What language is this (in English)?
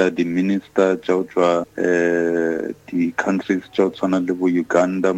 Northern Sotho